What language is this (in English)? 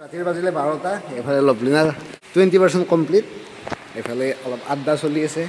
Assamese